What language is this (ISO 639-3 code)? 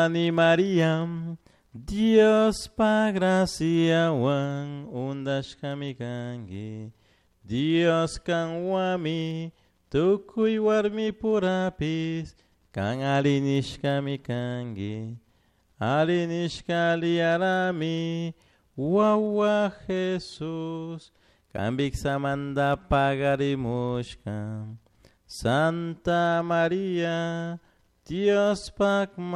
qug